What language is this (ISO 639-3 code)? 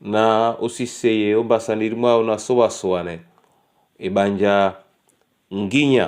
dua